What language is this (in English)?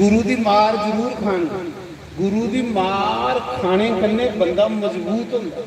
Dogri